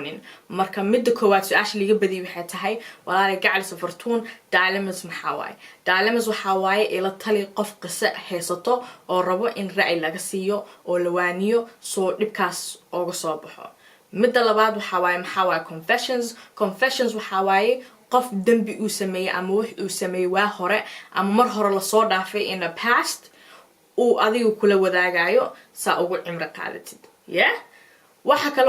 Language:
Somali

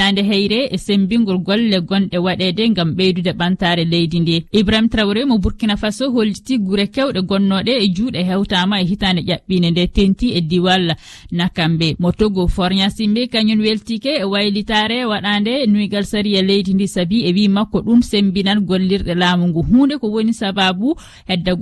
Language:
Fula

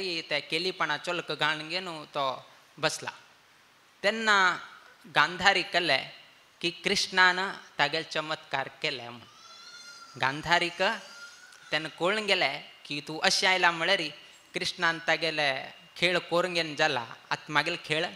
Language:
Konkani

